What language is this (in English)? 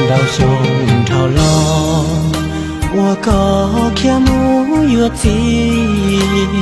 Hmong